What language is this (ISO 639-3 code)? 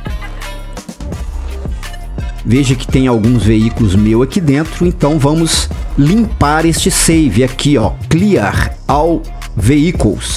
por